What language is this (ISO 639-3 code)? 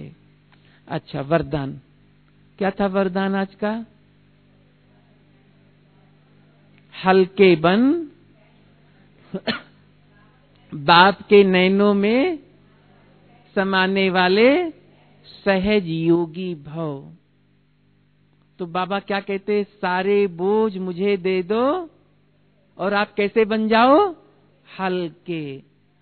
hin